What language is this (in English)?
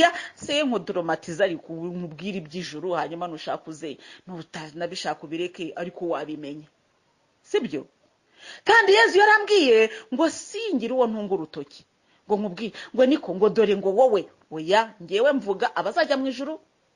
Kinyarwanda